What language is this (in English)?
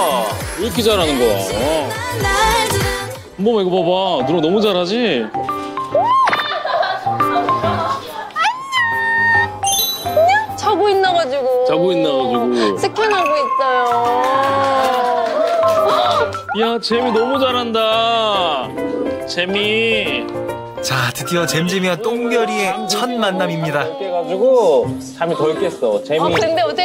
Korean